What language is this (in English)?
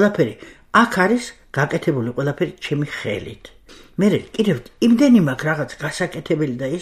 Georgian